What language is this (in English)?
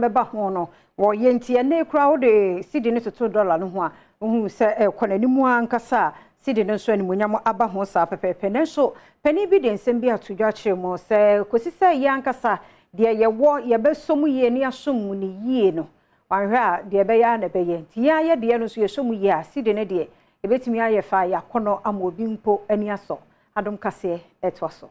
Akan